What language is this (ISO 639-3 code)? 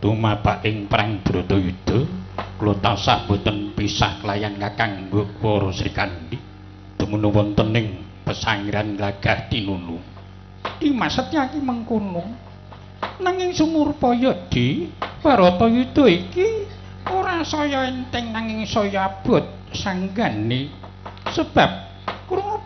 jav